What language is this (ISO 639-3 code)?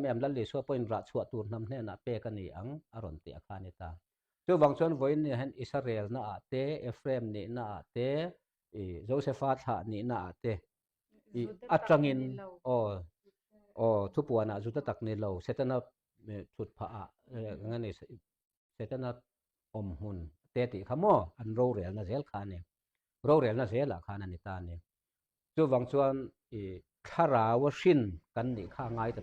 lus